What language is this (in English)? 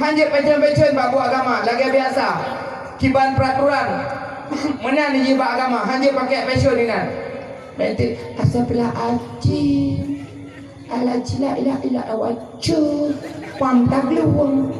Achinese